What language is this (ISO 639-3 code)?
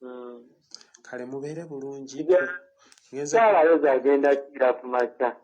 lug